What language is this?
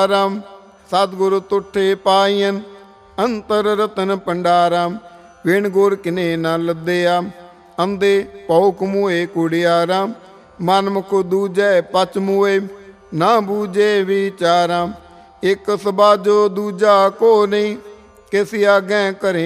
Punjabi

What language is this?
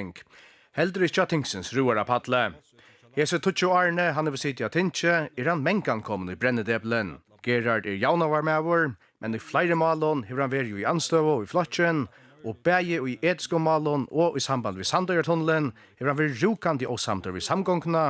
Faroese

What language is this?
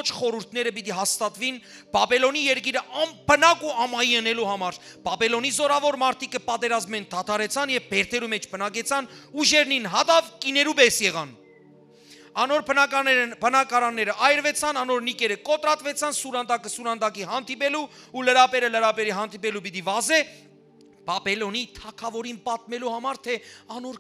Western Armenian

